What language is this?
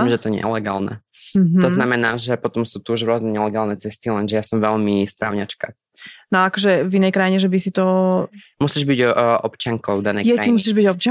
Slovak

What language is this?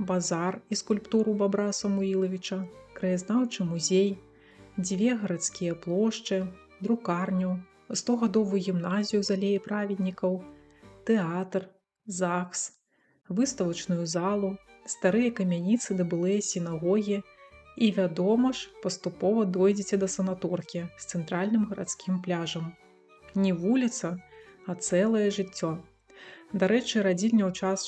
Belarusian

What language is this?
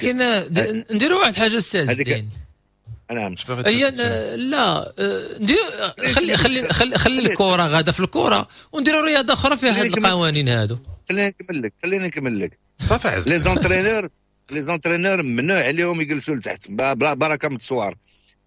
Moroccan Arabic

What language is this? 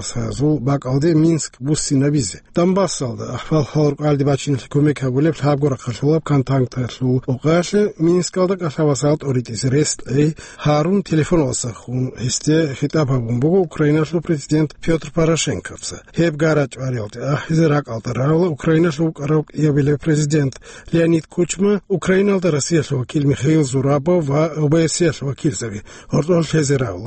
Avaric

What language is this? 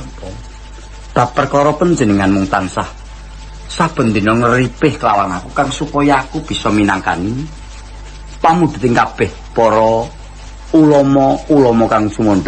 Javanese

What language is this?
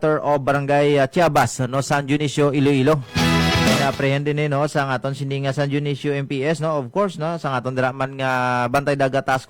Hiligaynon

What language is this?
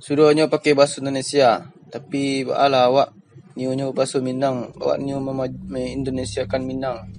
Minangkabau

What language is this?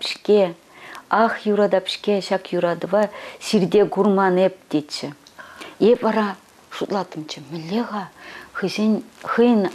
Chuvash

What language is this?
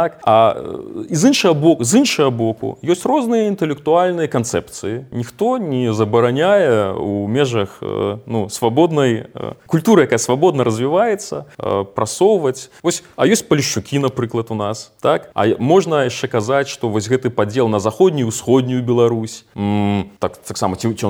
Belarusian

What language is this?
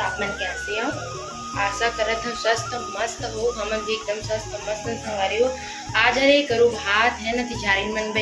Chhattisgarhi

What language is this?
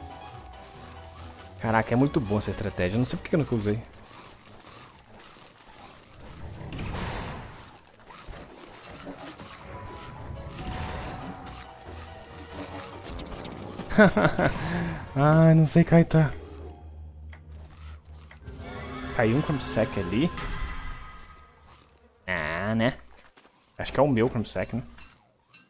Portuguese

